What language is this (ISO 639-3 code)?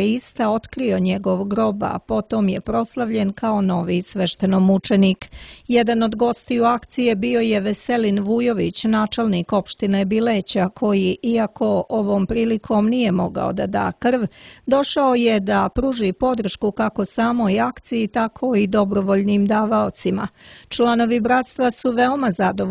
srp